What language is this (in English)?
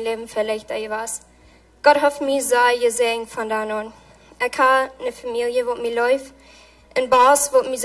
Plautdietsch